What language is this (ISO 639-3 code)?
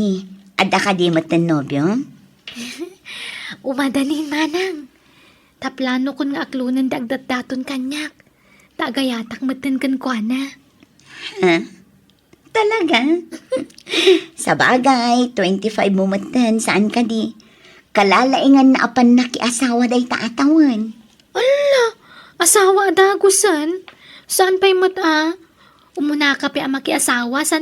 ilo